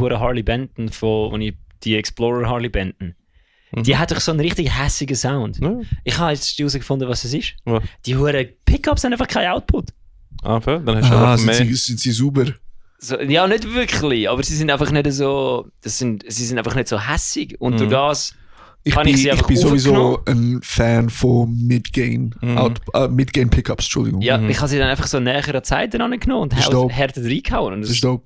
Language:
Swiss German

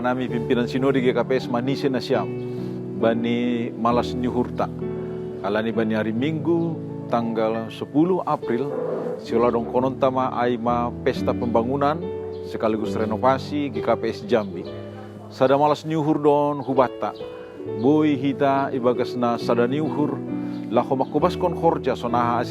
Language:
Batak Simalungun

